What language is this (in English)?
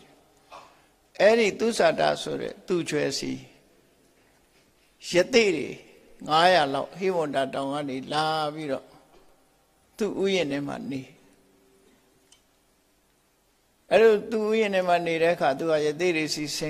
Burmese